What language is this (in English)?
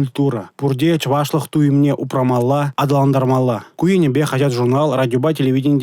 Chuvash